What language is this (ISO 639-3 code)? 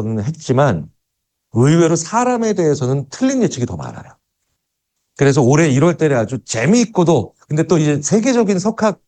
kor